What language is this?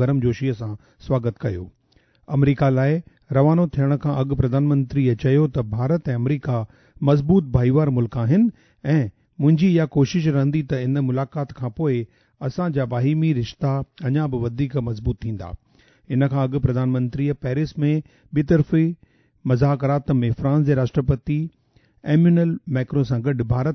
Sindhi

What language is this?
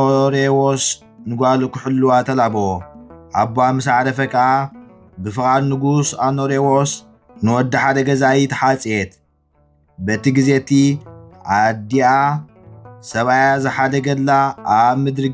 Tigrinya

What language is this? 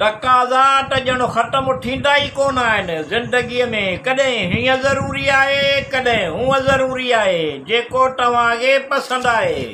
Sindhi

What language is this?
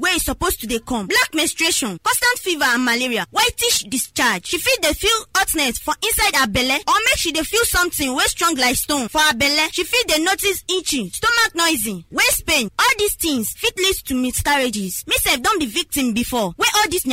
Nigerian Pidgin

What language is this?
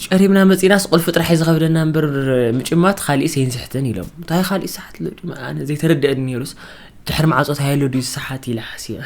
Tigrinya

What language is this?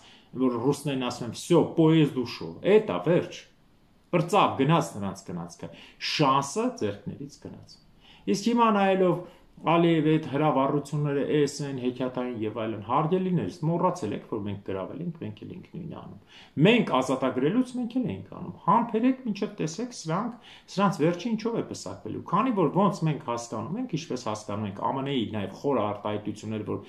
Armenian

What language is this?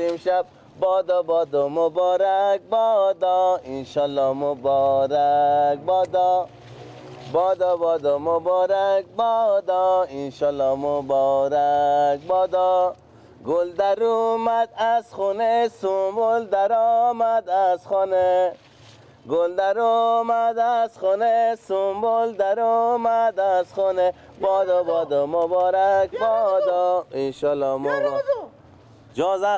Persian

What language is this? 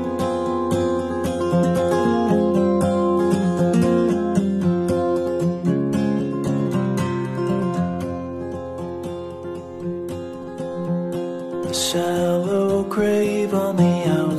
English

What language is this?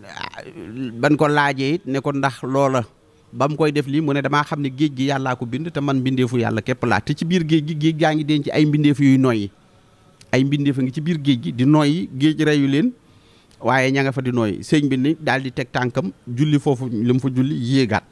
Wolof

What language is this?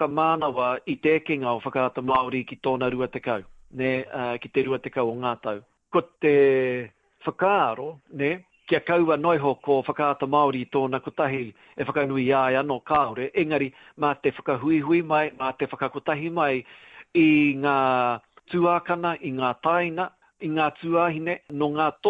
Māori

